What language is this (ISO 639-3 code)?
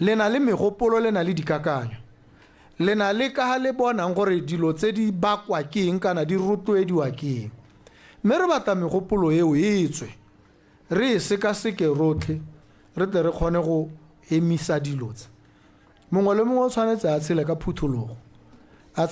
tsn